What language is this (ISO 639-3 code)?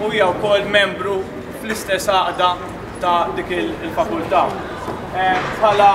mlt